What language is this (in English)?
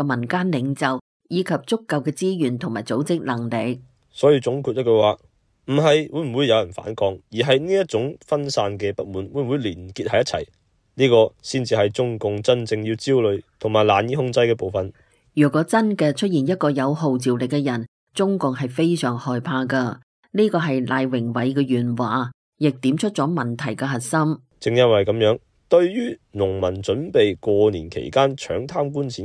Cantonese